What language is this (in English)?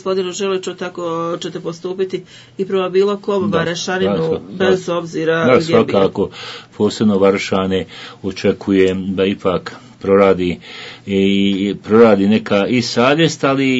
Bosnian